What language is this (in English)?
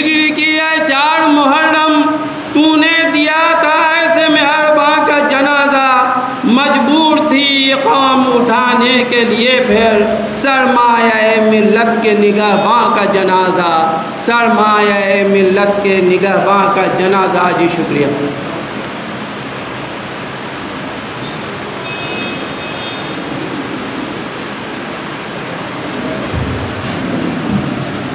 Urdu